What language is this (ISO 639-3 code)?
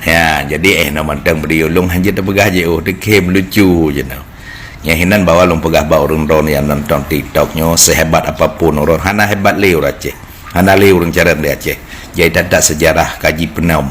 ace